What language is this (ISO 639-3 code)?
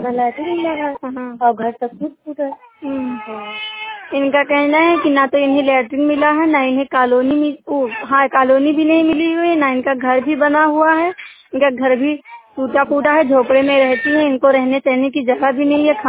hin